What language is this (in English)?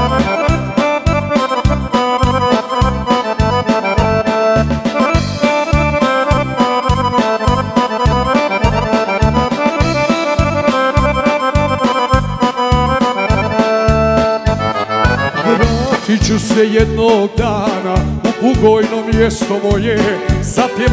Croatian